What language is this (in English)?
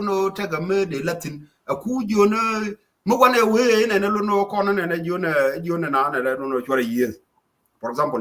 Nuer